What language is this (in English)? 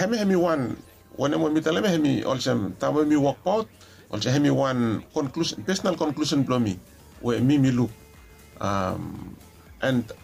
Bislama